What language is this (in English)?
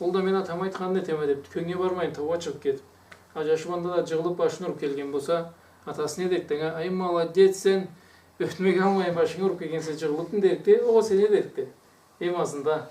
Karachay-Balkar